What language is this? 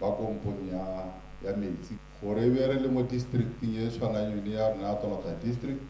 Tswana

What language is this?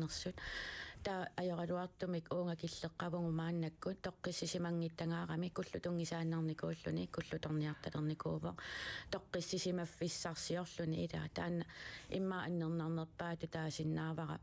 Kalaallisut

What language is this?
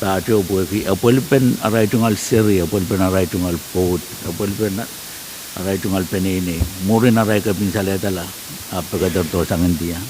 Pohnpeian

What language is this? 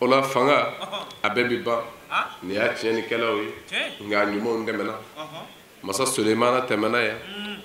Bambara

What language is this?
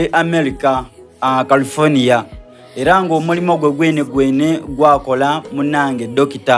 Soga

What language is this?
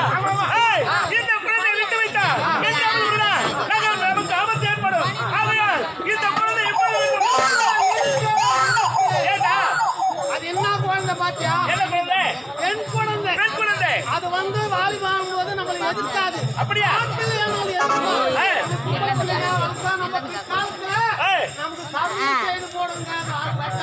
Tamil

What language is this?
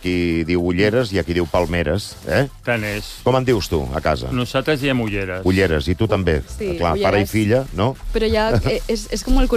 Catalan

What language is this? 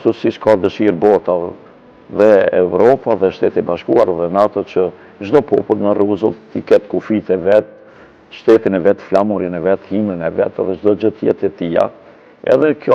Albanian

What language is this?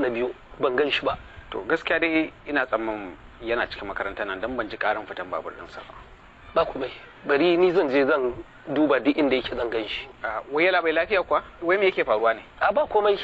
Hausa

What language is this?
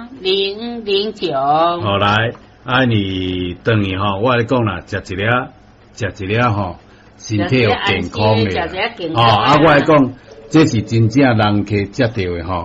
Min Nan Chinese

